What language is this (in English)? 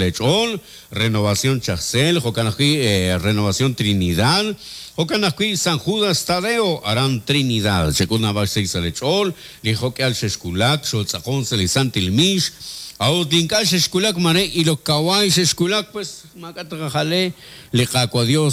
Kekchí